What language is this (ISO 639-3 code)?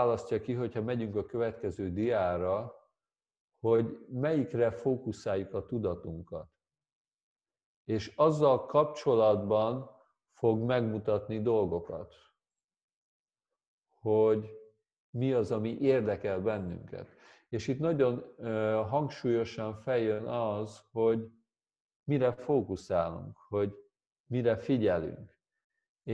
hun